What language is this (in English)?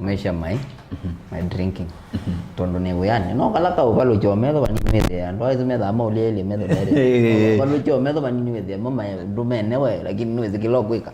Kamba